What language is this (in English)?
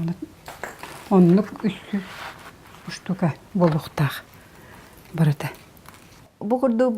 Yakut